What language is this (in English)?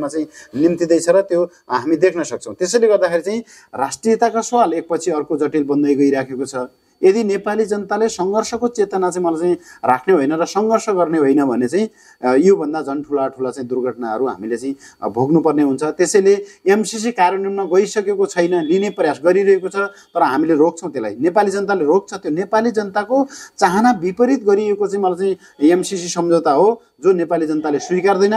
Nepali